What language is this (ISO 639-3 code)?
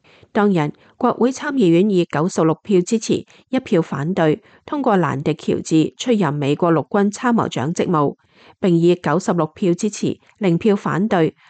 yue